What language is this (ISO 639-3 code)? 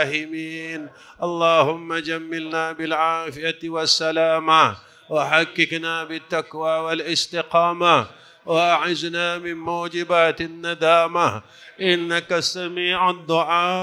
msa